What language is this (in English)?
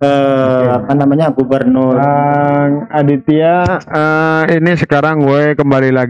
Indonesian